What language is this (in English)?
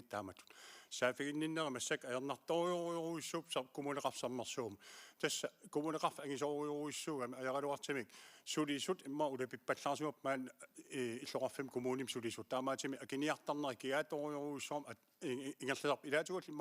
Kalaallisut